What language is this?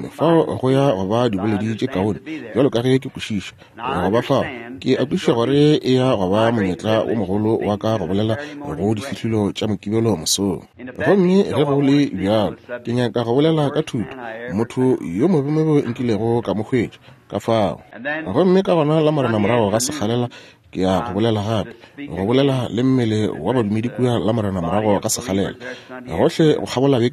Northern Sotho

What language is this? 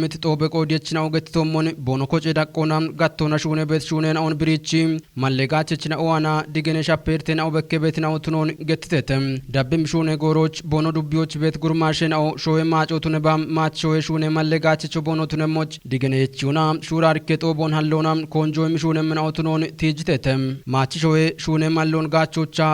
Kafa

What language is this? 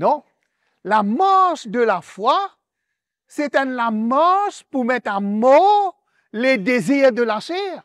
Morisyen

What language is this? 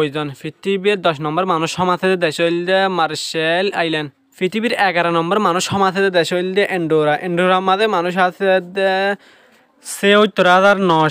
Rohingya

